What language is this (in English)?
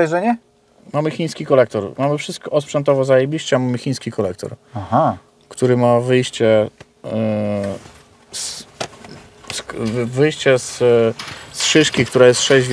Polish